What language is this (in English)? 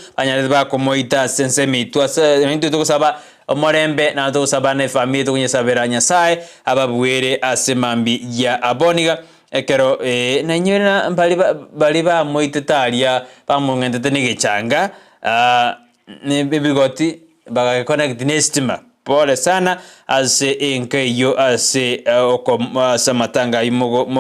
Gusii